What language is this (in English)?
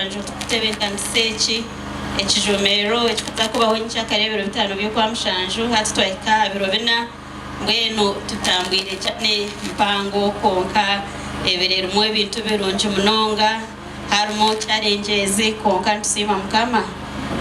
Nyankole